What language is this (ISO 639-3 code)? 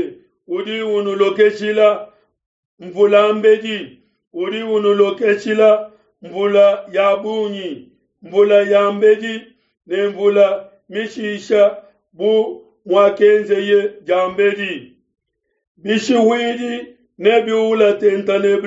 lua